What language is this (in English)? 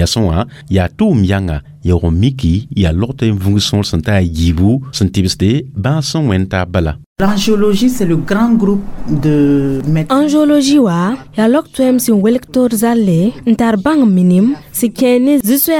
Mossi